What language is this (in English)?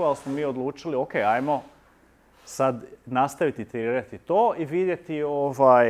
Croatian